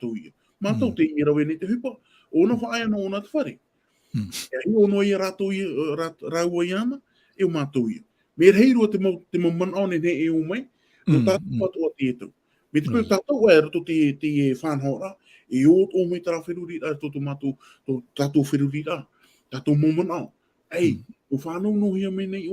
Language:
Tahitian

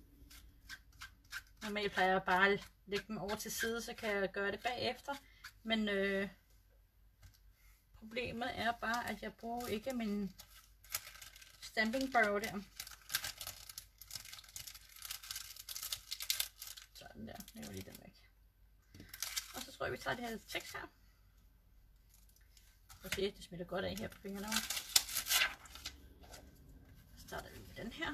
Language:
Danish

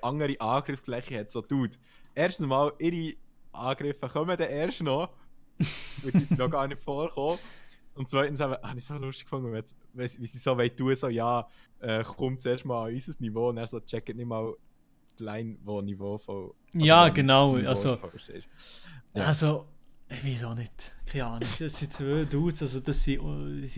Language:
Swiss German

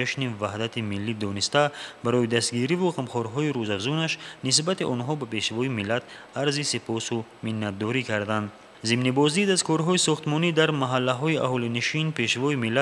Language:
Tajik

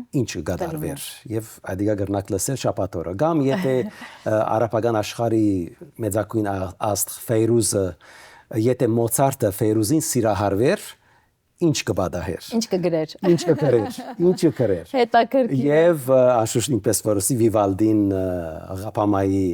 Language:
Western Armenian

